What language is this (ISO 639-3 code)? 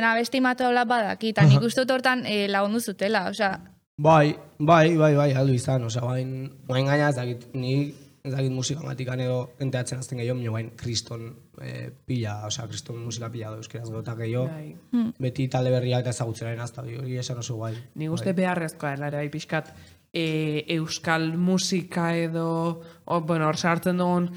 eus